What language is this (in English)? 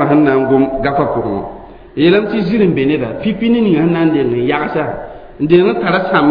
Mossi